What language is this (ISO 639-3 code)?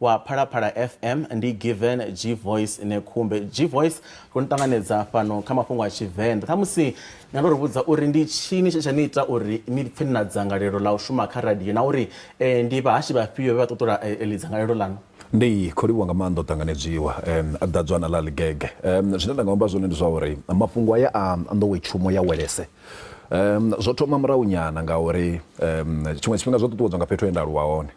ven